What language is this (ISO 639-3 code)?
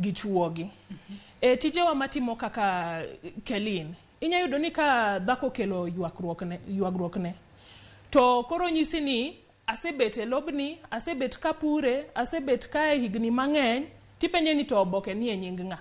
luo